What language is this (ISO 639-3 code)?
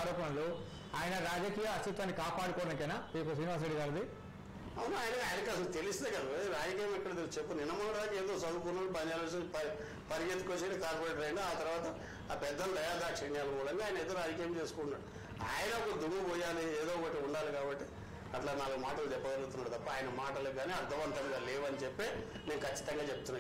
tel